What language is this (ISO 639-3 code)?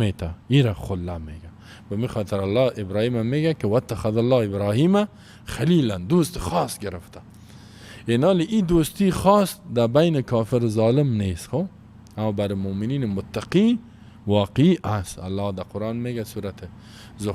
fas